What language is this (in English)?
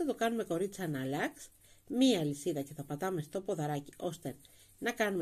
Greek